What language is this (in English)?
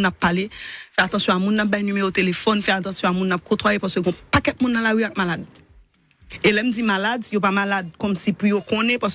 Haitian Creole